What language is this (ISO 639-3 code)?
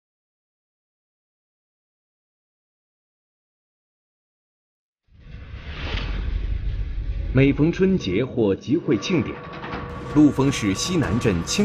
zho